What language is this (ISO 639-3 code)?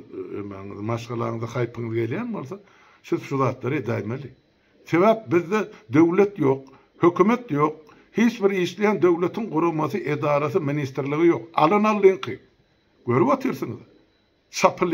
tuk